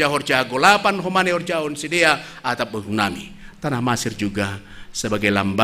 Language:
Batak Simalungun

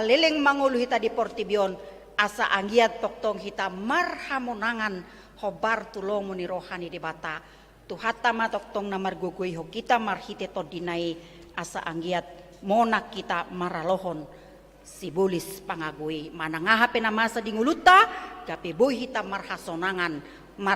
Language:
Batak Toba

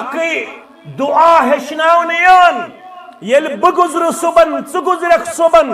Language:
Kashmiri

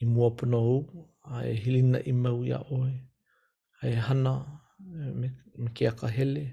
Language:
Hawaiian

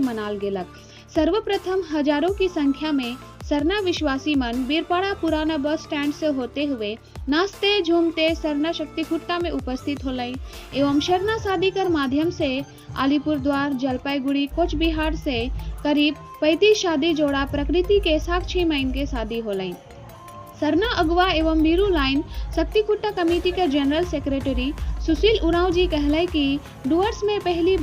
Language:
Sadri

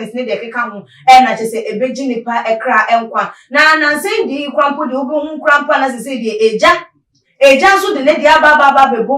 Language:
Akan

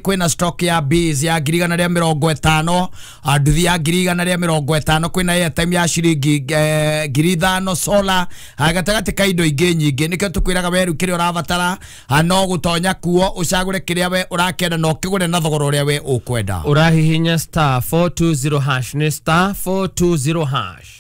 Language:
Kikuyu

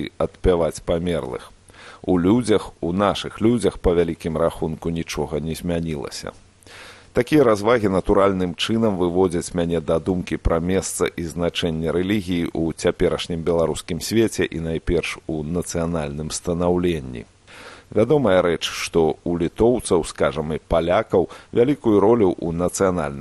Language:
Belarusian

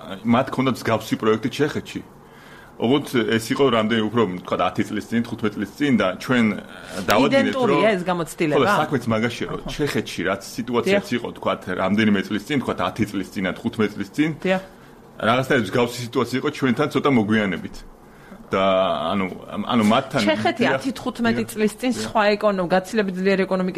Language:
Georgian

